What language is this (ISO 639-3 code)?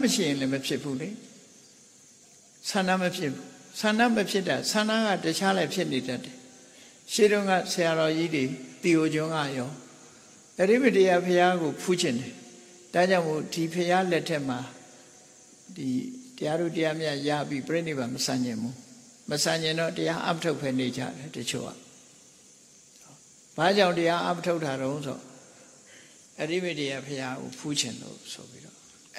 mya